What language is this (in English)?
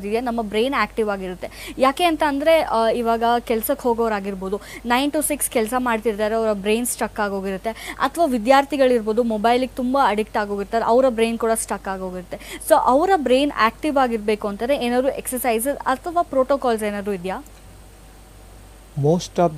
Kannada